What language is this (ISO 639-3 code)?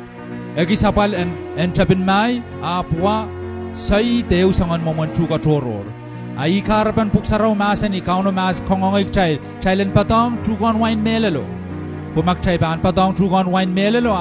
pon